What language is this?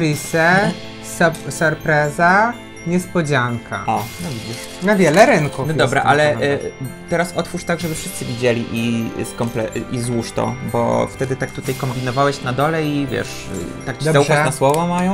Polish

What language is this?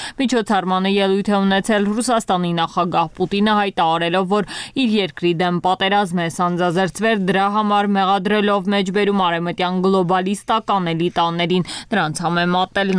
Armenian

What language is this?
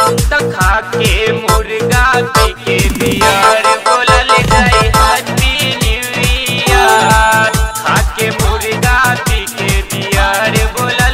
Bhojpuri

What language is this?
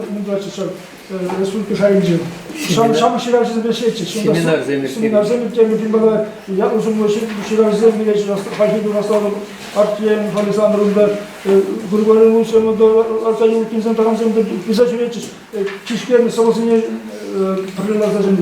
Chuvash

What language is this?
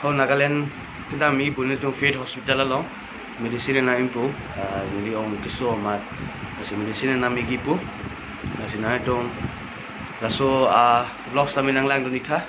Karbi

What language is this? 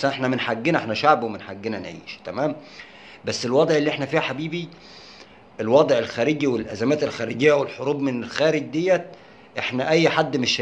Egyptian Arabic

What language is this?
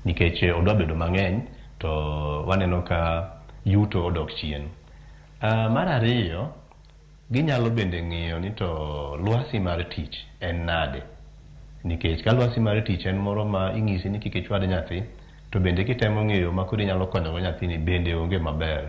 Luo (Kenya and Tanzania)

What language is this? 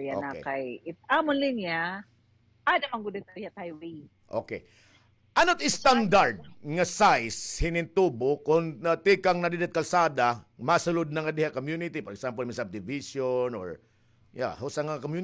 Waray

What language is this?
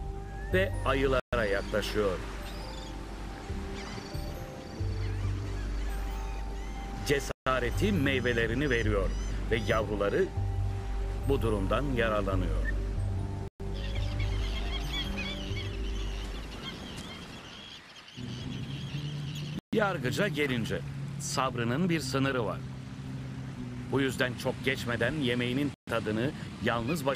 Turkish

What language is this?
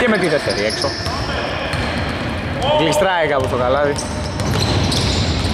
Greek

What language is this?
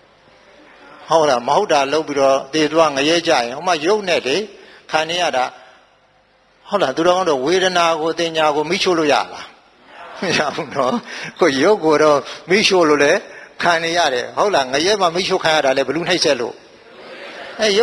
Burmese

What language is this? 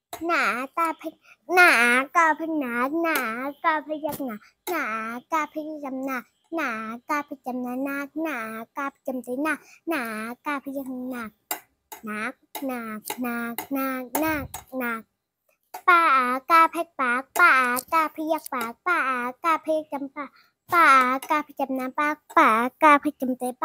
Shan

